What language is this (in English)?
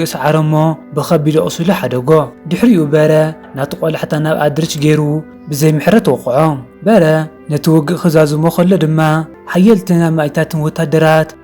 Tigrinya